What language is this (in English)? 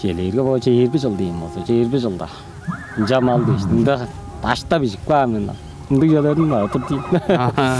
Tuvinian